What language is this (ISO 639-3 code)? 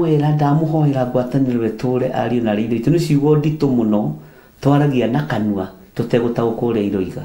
kik